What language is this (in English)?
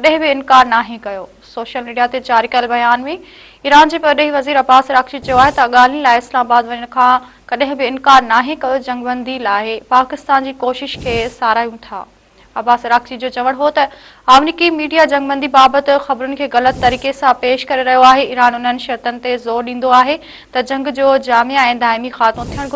Sindhi